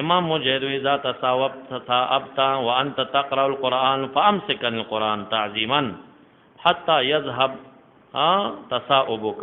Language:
Pashto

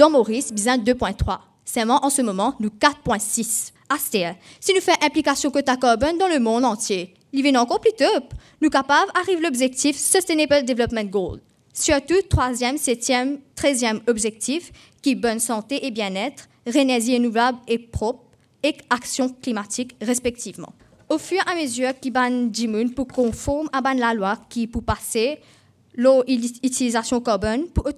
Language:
Morisyen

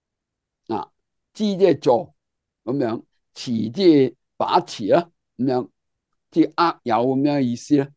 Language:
Cantonese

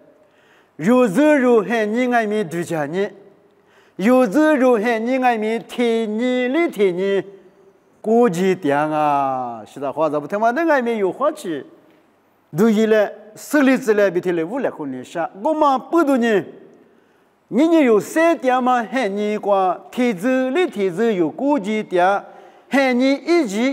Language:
Lisu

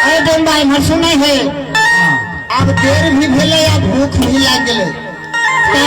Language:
Maithili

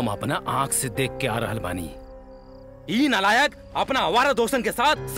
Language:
Bhojpuri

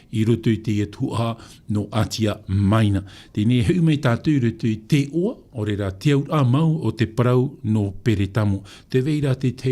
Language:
Tahitian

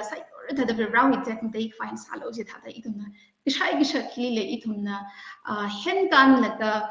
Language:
Tangkhul Naga (India)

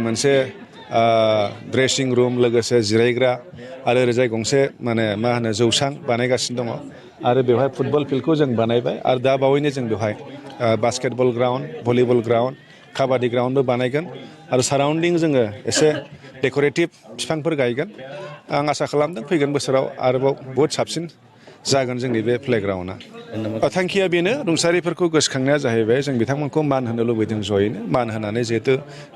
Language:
Bodo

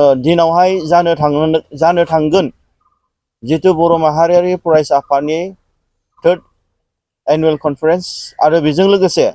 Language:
Bodo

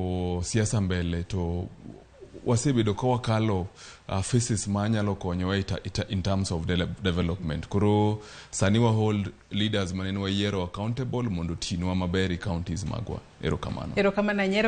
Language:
Luo (Kenya and Tanzania)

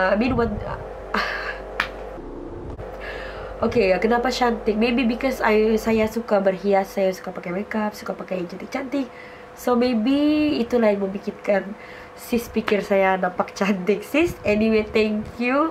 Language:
Malay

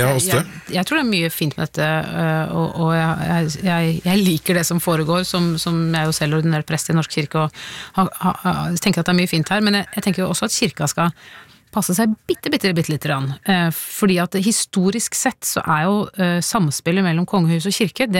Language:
Norwegian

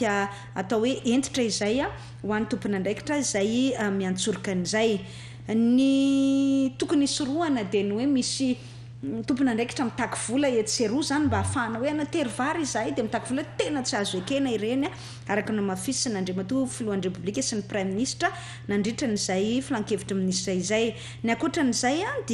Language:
Malagasy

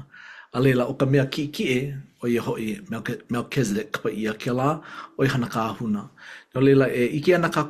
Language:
Hawaiian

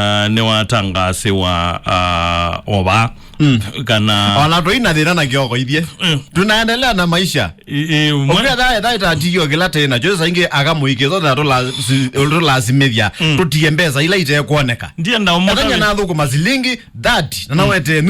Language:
Kamba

